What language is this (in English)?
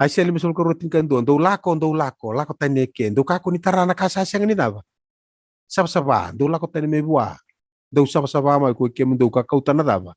Fijian